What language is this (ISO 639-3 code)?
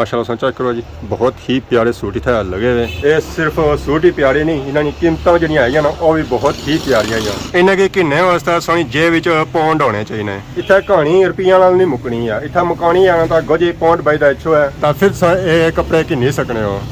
phr